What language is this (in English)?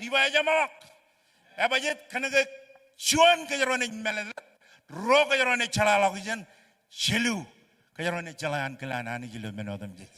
Marshallese